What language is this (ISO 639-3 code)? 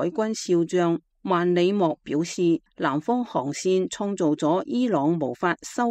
yue